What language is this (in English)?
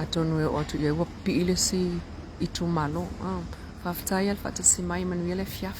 Samoan